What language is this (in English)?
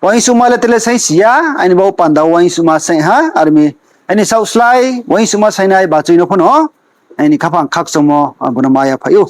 Riang (India)